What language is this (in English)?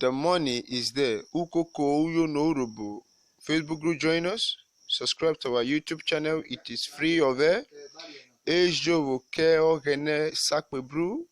Urhobo